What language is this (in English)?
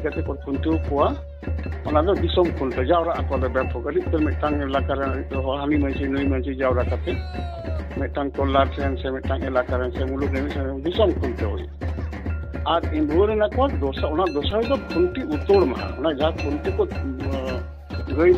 Santali